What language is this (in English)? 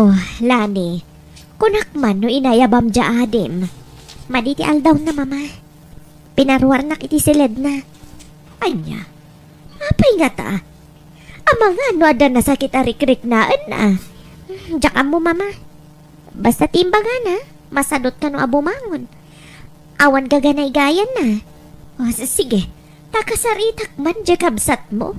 Iloko